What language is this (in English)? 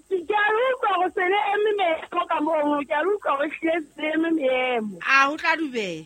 Southern Sotho